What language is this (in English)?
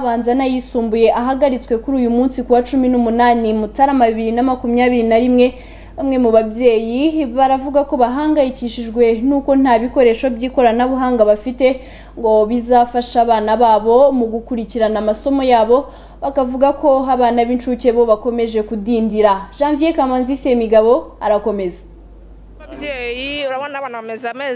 Kinyarwanda